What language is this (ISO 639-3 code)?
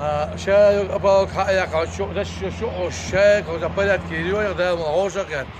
che